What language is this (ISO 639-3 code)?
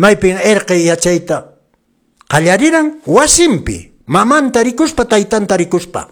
que